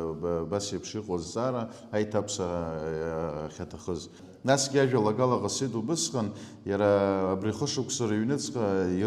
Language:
Abkhazian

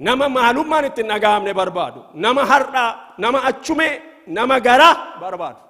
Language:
Oromo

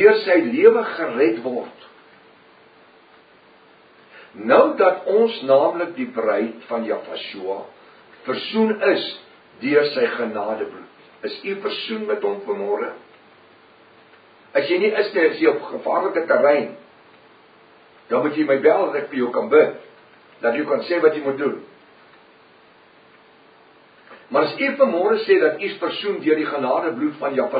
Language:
Afrikaans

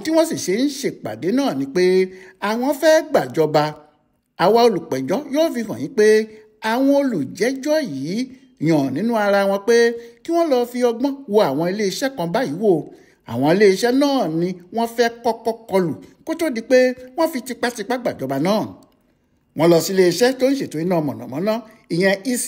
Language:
Yoruba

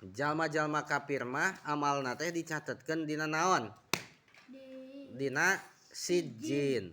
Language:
Sundanese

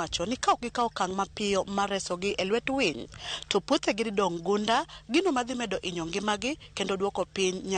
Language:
Luo (Kenya and Tanzania)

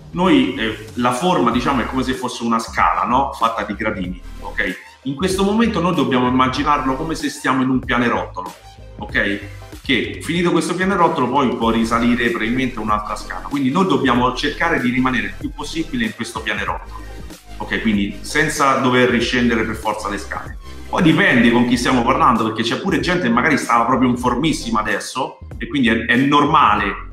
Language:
Italian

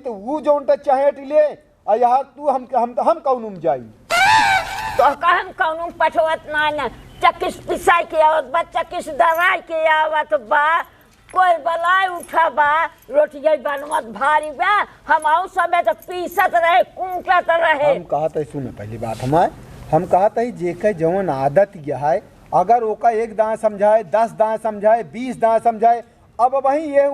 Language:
Awadhi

